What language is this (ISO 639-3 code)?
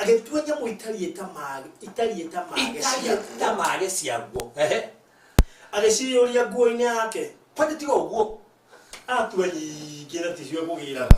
kik